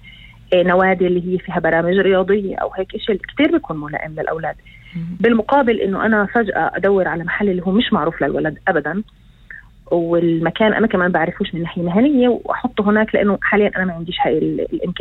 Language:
North Levantine Arabic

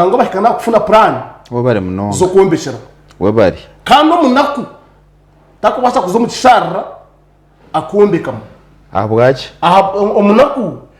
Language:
Nyankole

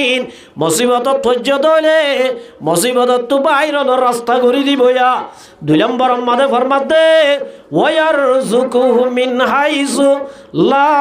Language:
Rohingya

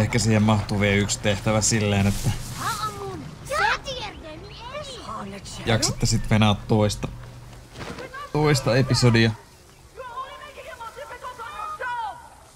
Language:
Finnish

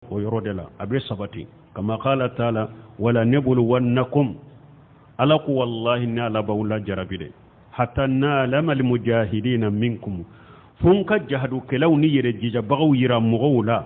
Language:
Bambara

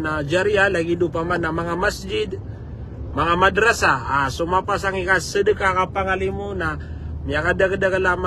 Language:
Maranao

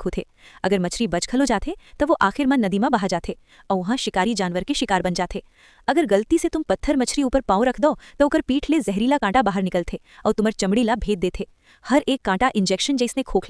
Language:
Chhattisgarhi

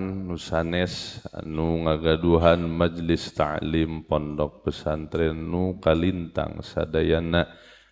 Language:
Sundanese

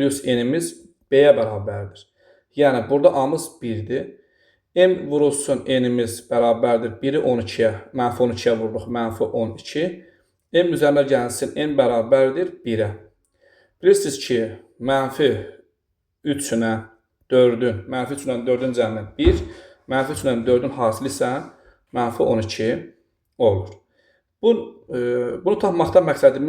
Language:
Azerbaijani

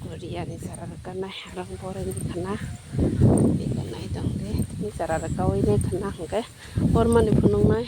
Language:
Kok Borok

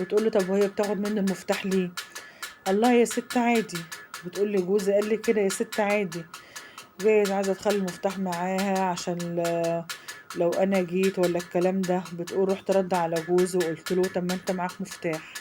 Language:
Egyptian Arabic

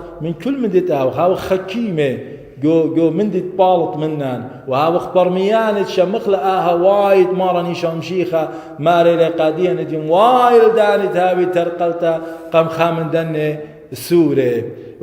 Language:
Assyrian Neo-Aramaic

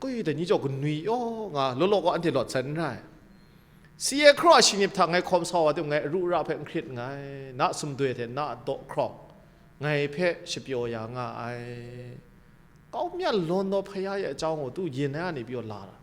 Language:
Kachin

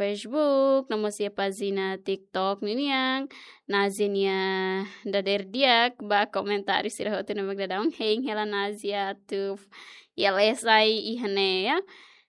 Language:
Tetum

